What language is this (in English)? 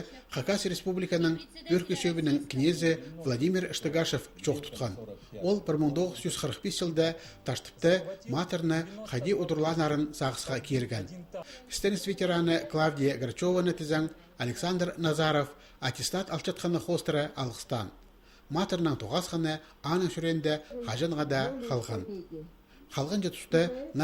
Khakas